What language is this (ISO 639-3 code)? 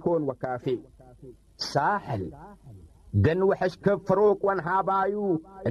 tig